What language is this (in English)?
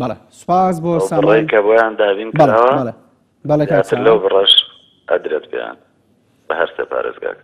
Central Kurdish